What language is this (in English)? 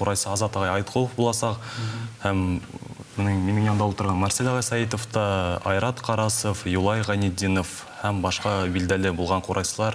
Bashkir